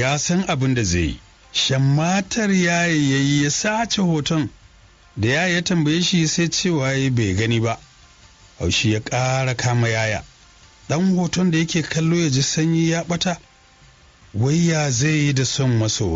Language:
Hausa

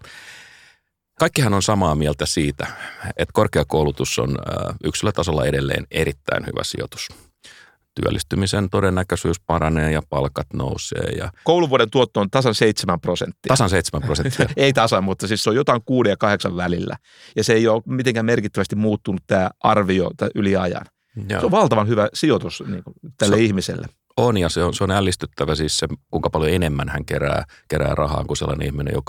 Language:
Finnish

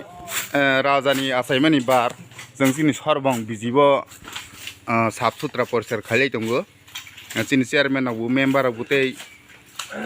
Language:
Kok Borok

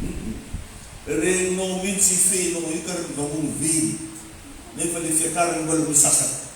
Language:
Malagasy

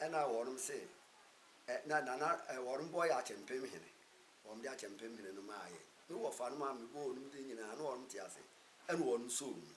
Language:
Akan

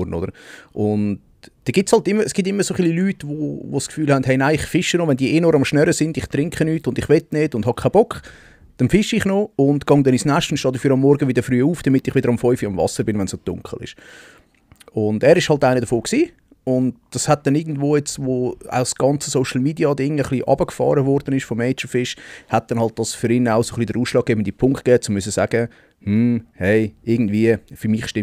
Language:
Swiss German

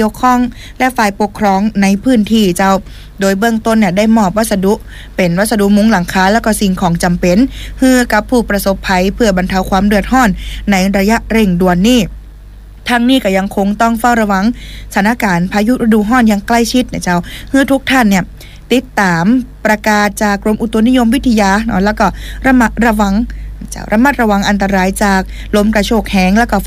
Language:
Thai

